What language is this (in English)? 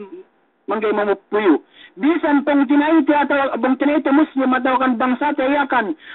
Yakan